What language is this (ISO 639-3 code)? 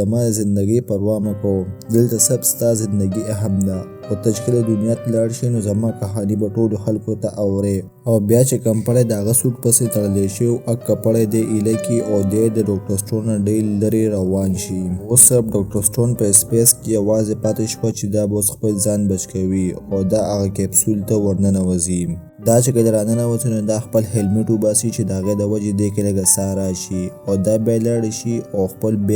pus